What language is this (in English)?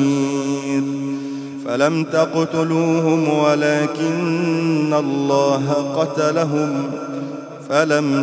Arabic